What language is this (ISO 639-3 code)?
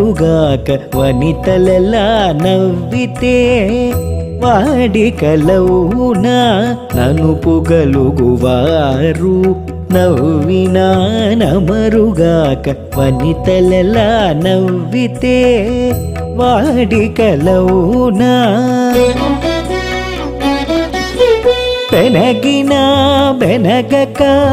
tel